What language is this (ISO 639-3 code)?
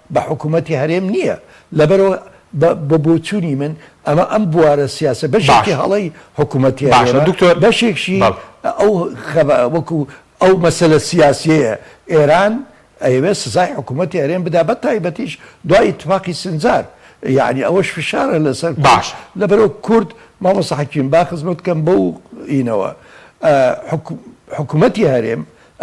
ckb